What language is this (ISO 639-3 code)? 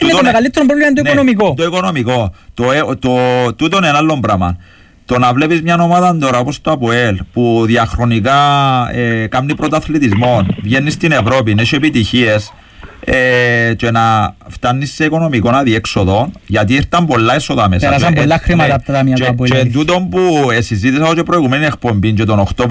ell